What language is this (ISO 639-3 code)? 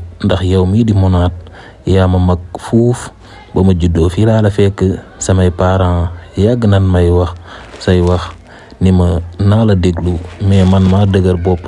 wol